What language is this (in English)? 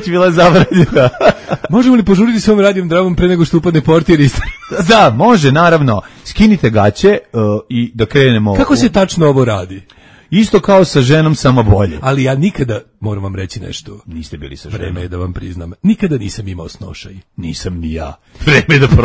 Serbian